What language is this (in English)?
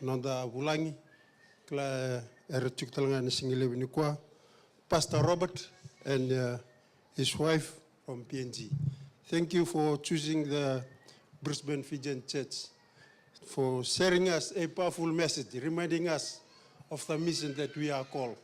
Fijian